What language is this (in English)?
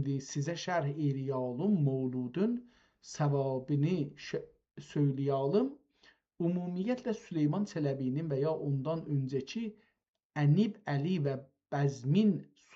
South Azerbaijani